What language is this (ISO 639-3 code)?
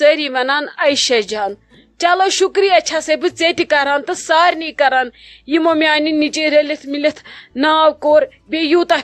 kas